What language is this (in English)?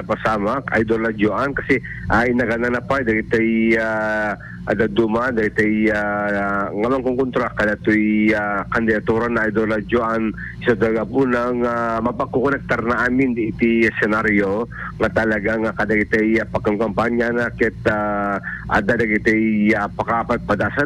Iloko